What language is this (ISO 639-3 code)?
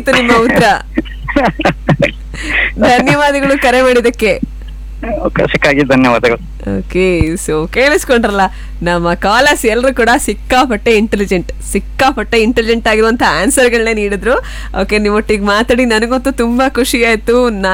kan